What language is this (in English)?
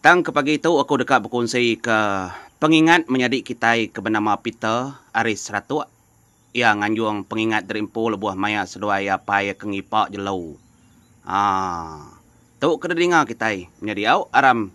Iban